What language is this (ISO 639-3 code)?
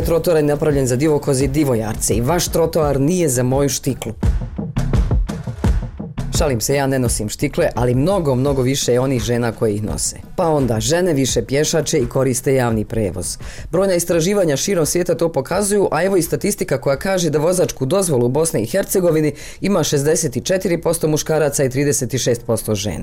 bos